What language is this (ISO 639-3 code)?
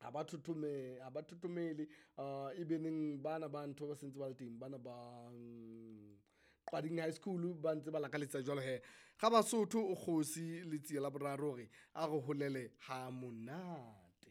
sot